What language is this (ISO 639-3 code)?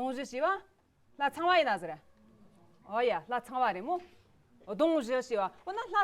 bod